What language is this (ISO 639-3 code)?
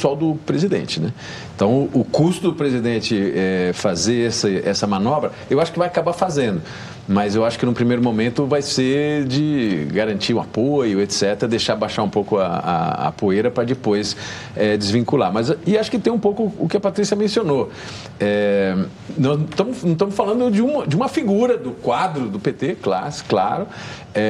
por